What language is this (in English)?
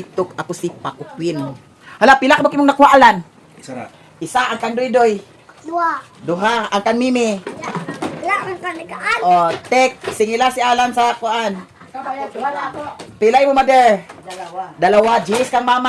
Cebuano